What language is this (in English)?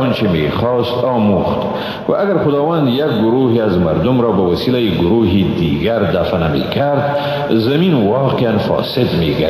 Persian